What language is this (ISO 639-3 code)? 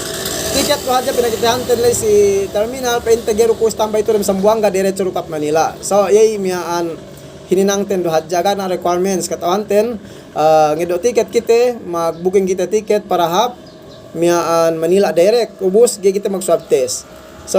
yka